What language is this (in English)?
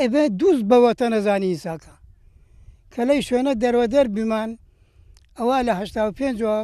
Central Kurdish